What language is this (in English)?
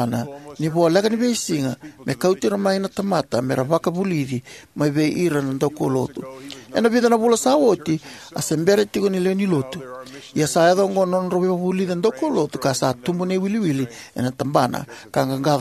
Fijian